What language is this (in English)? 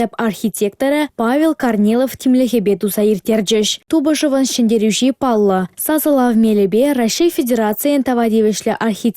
Chuvash